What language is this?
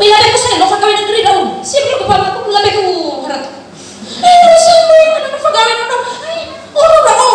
Nias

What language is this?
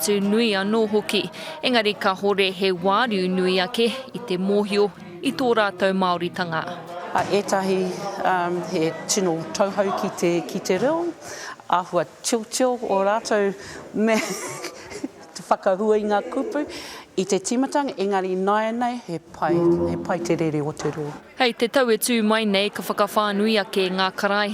Māori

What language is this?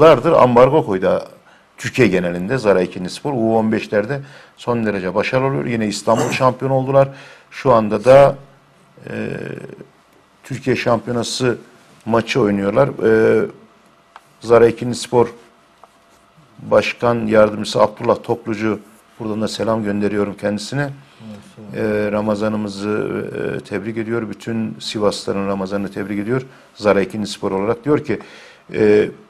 Turkish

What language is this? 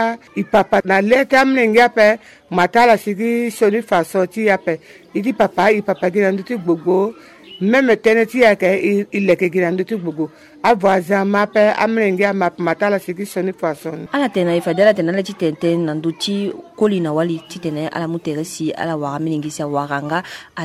Sango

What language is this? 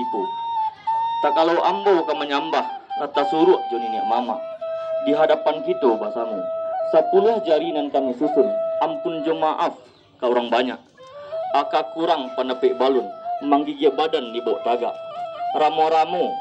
Minangkabau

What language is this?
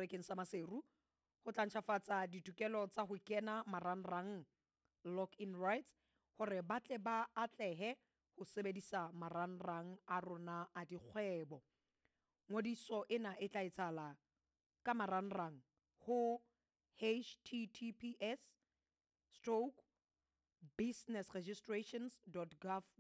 Southern Sotho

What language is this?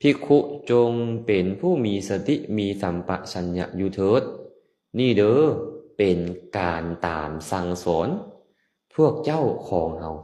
Lao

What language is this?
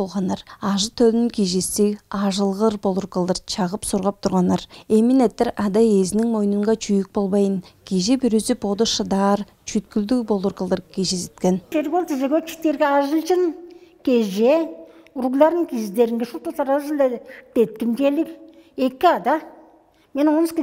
Tuvinian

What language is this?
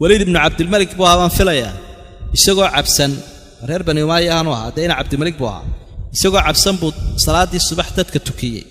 Somali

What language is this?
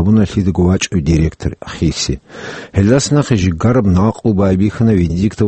Avaric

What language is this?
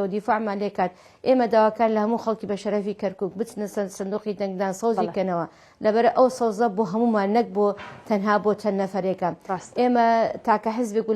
Central Kurdish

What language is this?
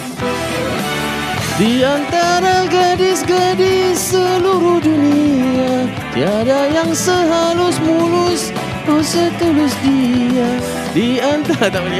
Malay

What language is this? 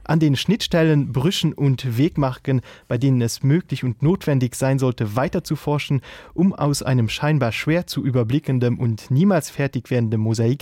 Luxembourgish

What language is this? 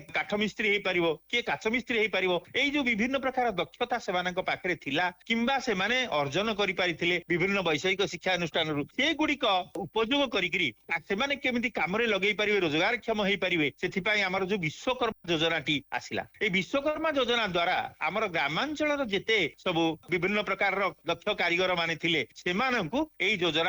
Odia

